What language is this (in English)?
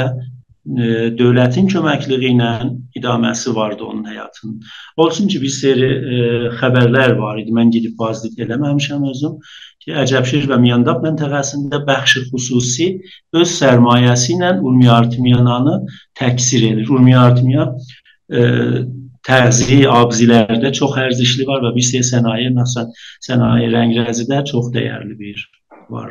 South Azerbaijani